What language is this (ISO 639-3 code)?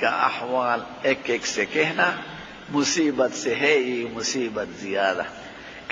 pus